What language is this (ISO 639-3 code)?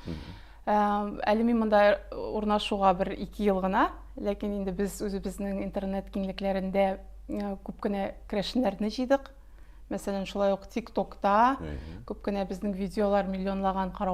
tat